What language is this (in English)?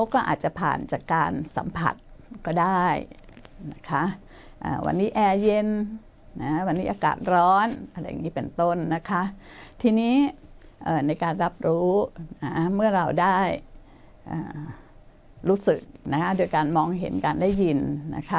Thai